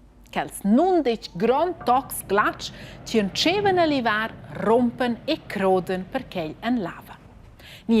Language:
Romansh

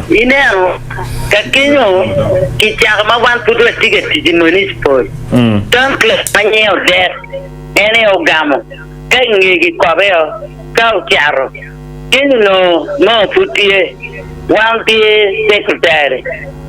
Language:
Acoli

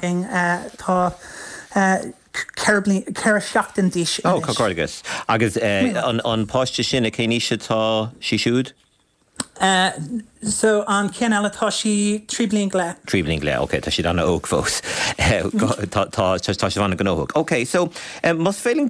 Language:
Irish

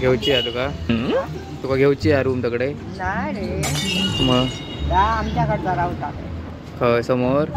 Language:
Konkani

